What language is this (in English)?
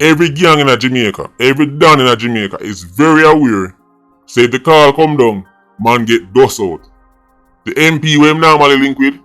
Jamaican Creole English